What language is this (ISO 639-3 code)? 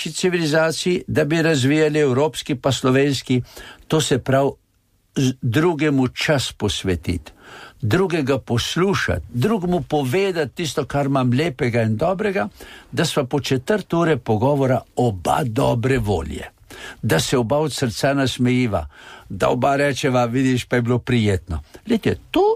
slv